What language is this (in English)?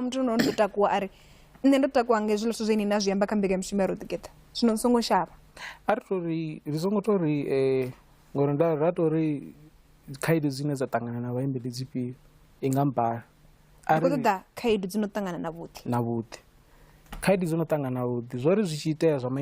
Venda